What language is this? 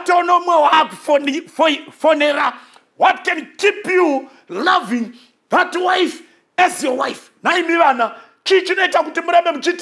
Shona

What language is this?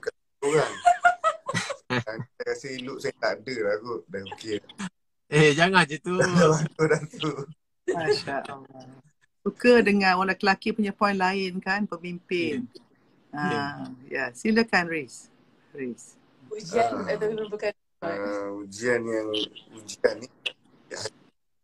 Malay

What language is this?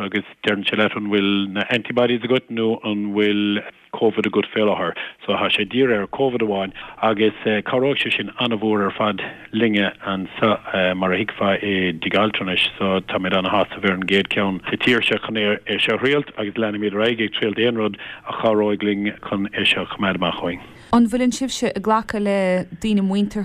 Irish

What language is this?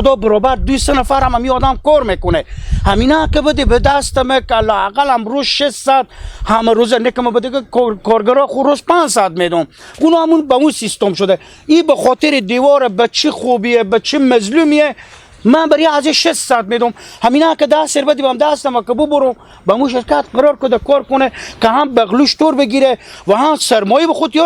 Hazaragi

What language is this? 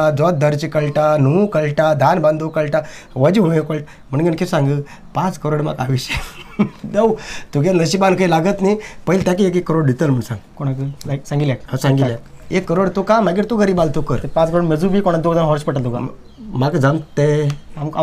Konkani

